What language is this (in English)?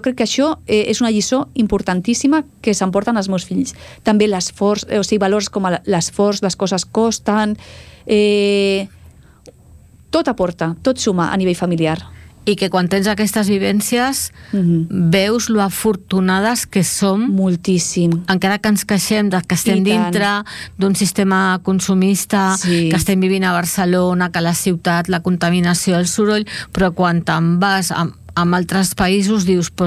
Catalan